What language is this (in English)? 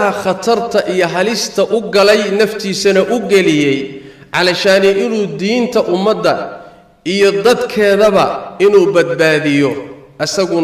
Somali